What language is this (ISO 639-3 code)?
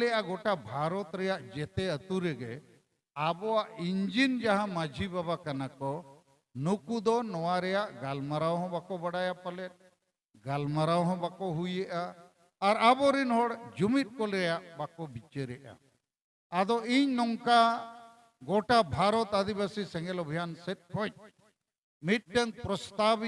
sat